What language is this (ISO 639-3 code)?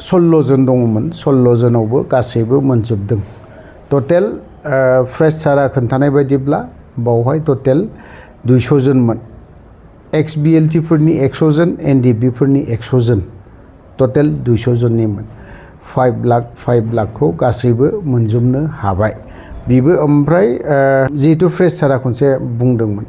brx